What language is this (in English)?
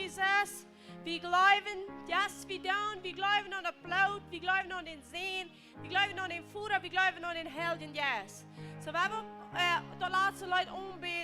Plautdietsch